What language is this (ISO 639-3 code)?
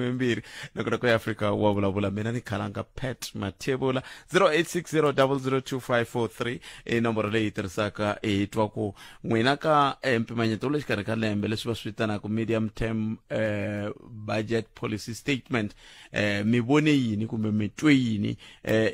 tso